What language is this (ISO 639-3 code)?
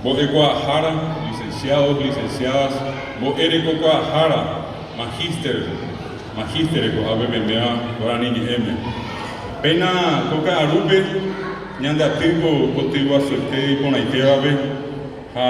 grn